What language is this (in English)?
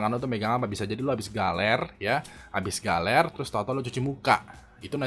Indonesian